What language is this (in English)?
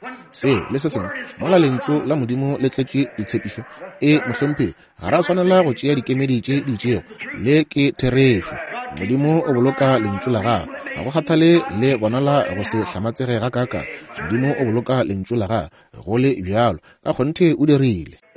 Northern Sotho